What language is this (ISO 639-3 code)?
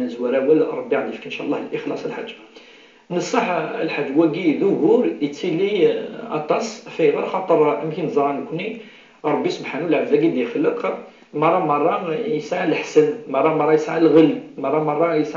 kab